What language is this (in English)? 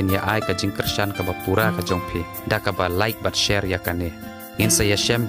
Khasi